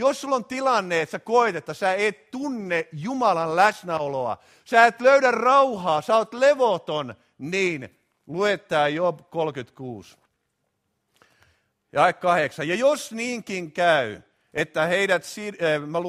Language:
Finnish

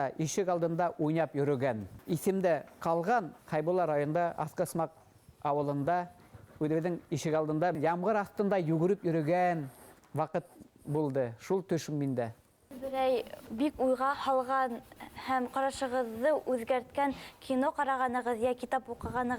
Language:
Bashkir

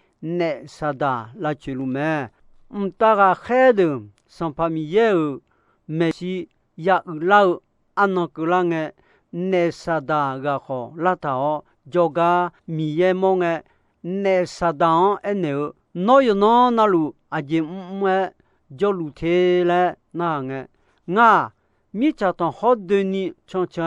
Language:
Akha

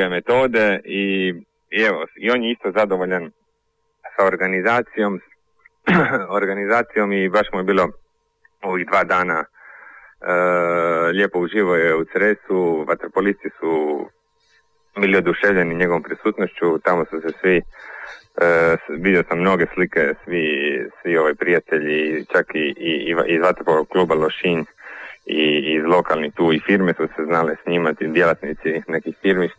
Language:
Croatian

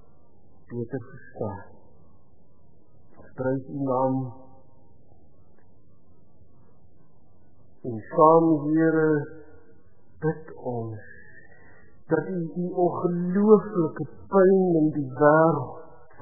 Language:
Afrikaans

